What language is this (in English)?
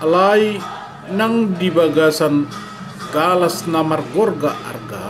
Batak Toba